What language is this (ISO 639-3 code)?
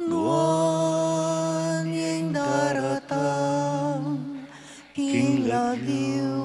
pam